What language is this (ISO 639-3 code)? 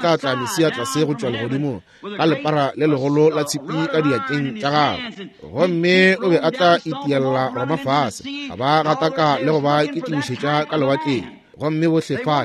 nso